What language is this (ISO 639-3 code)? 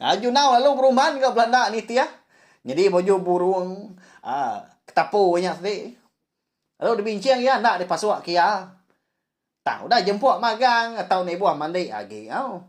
iba